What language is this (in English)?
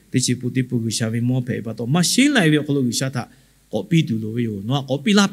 Lahu